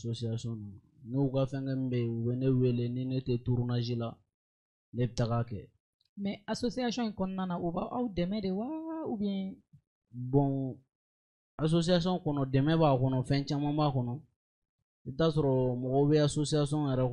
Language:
Bambara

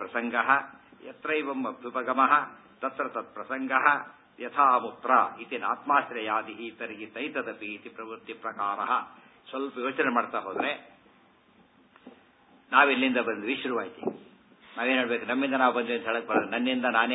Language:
Kannada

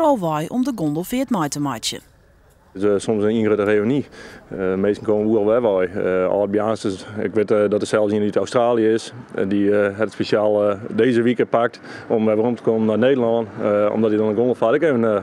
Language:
Western Frisian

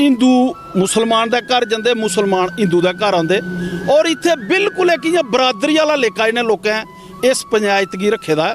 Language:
Dogri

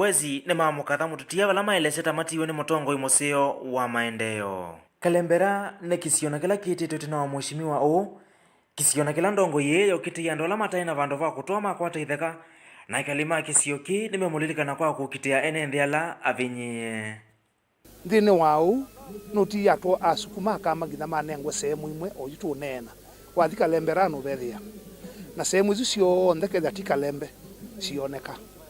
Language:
Kamba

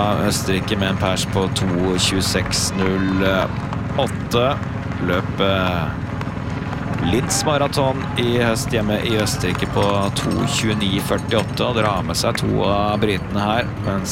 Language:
Norwegian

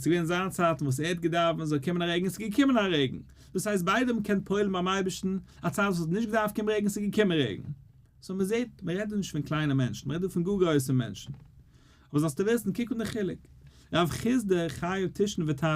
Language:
Yiddish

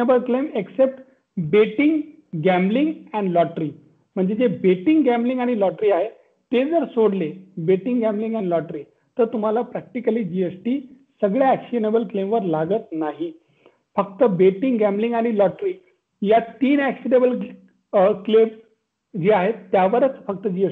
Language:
Marathi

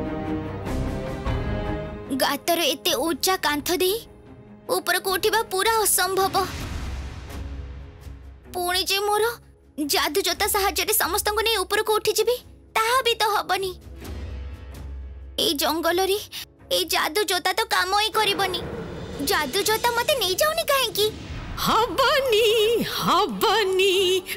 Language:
Odia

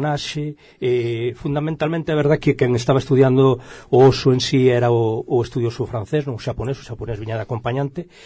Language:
Galician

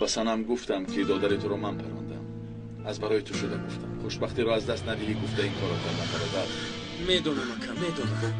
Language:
Tajik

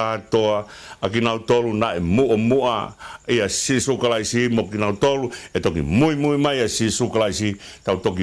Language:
Tongan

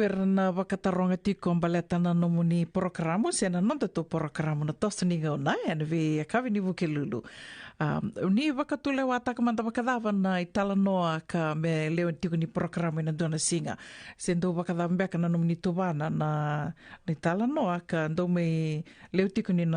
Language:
Fijian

